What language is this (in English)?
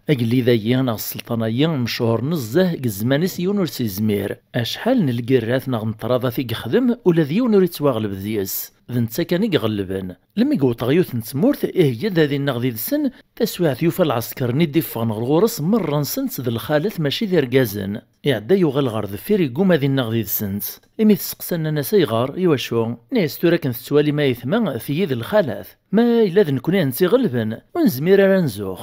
Kabyle